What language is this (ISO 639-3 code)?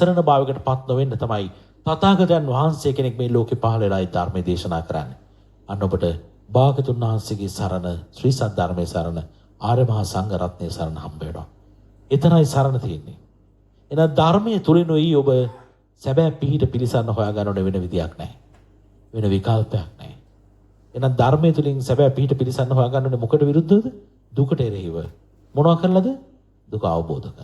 sin